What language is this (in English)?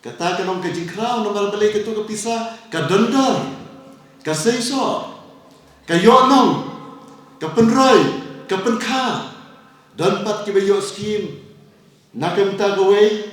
Khasi